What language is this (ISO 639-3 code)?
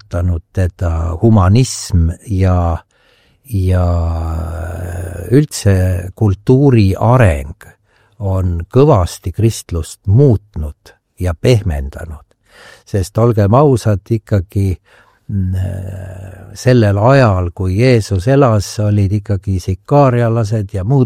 est